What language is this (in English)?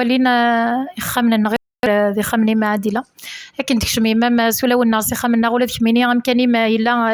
Kabyle